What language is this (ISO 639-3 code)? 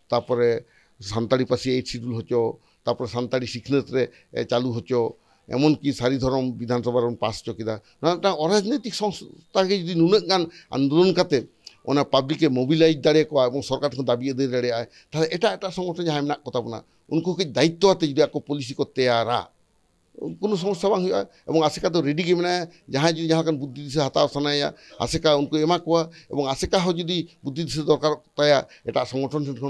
sat